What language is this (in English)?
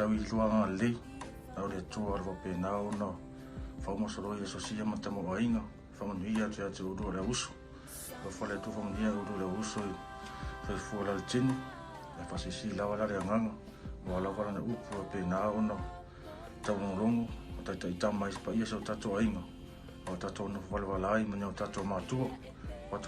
Samoan